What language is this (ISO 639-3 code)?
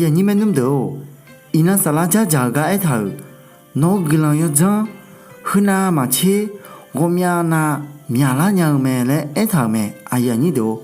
ahk